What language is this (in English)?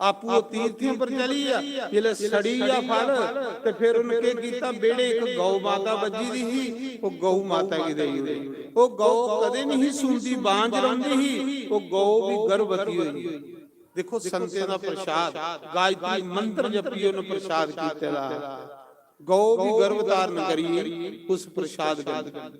Dogri